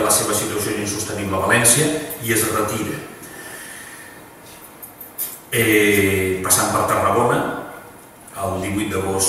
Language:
Catalan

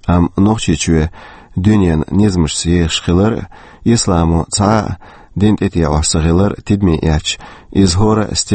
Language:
Chechen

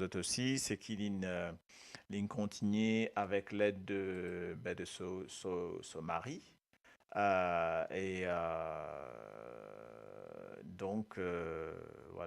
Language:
Morisyen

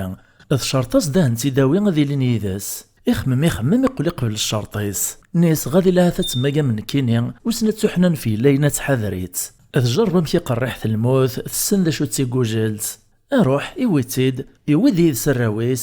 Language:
Kabyle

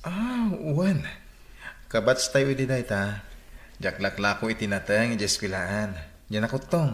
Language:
Iloko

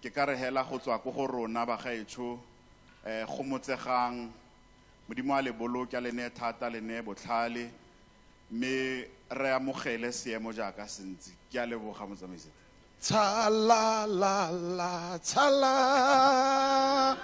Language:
Tswana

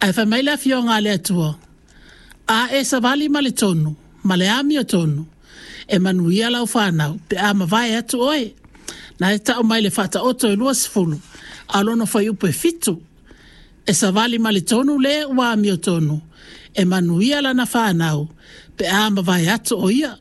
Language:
Samoan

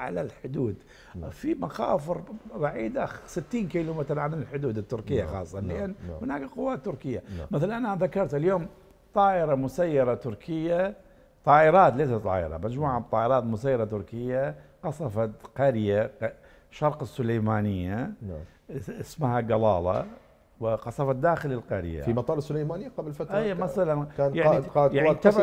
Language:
Mesopotamian Arabic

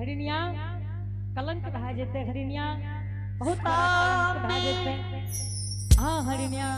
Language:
Angika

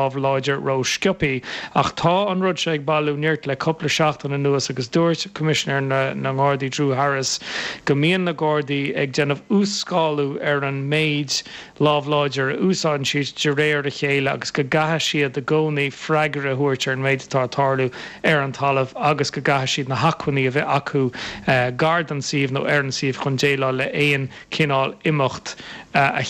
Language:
Irish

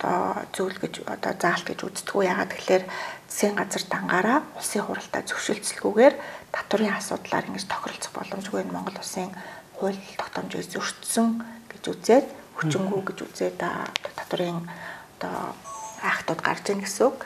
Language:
Mongolian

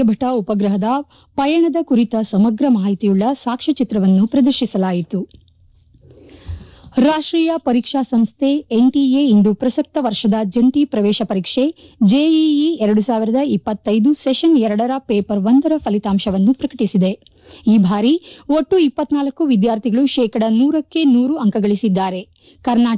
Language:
Kannada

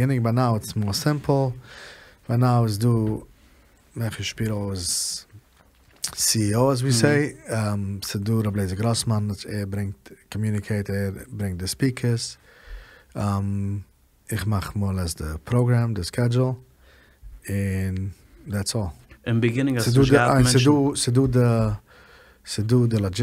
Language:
Yiddish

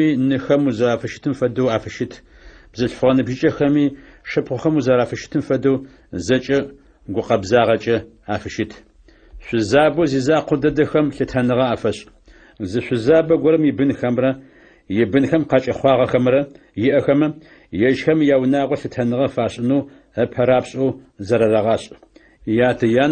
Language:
Adyghe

